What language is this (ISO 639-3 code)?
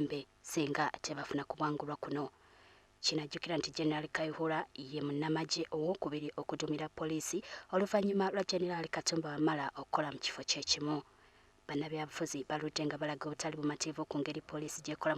lug